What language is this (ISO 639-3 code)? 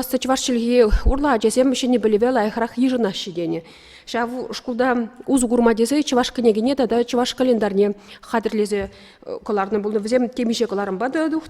chv